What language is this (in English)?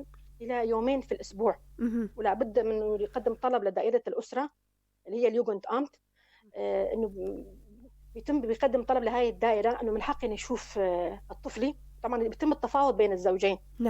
North Levantine Arabic